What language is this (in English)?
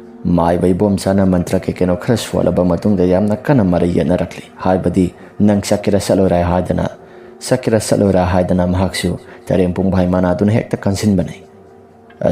Manipuri